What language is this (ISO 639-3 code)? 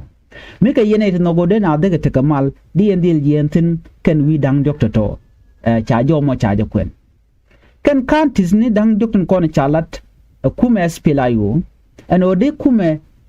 nus